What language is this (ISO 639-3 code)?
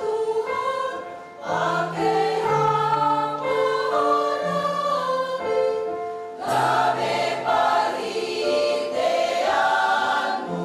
bts